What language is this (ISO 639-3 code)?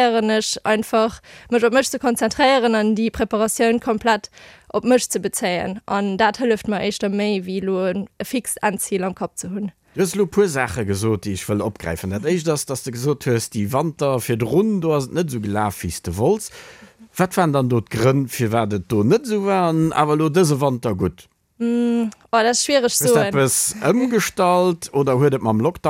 ltz